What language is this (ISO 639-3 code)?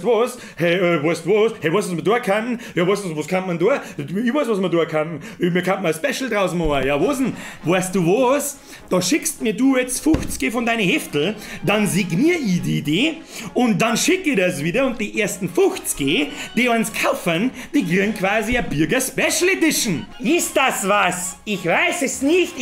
bar